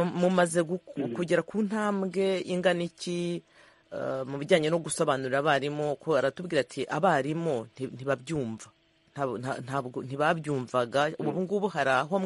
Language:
Kinyarwanda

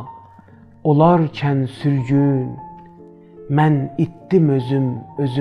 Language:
South Azerbaijani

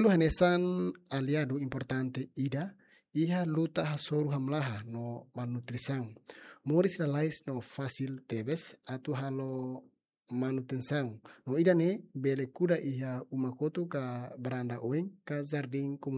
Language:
Tetum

